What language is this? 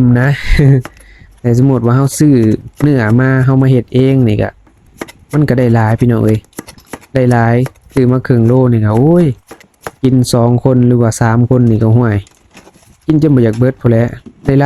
Lao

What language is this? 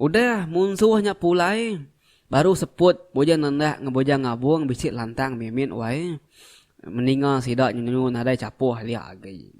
Iban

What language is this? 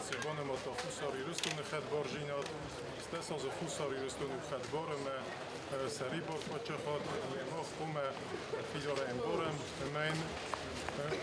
Ossetic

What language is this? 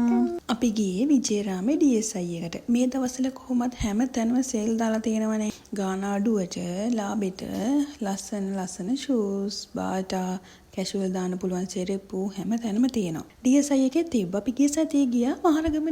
Sinhala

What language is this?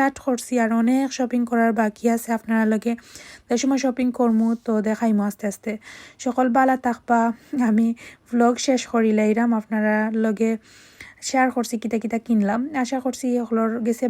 Sylheti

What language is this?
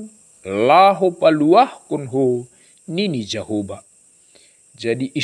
Batak Simalungun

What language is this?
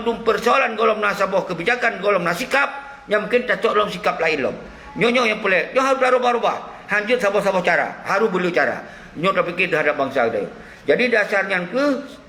Achinese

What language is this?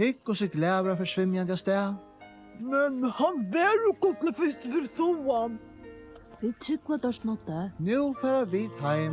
Faroese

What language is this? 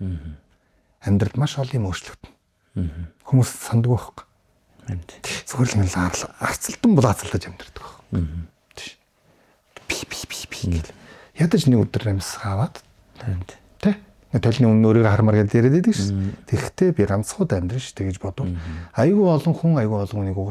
Mongolian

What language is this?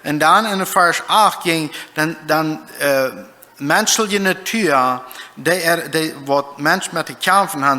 Plautdietsch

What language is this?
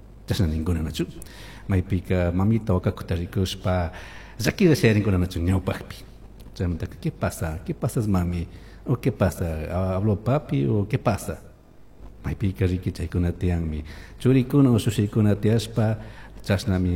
Chimborazo Highland Quichua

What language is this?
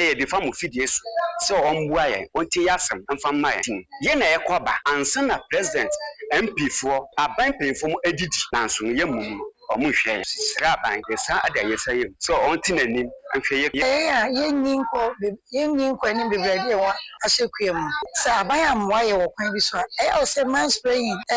Akan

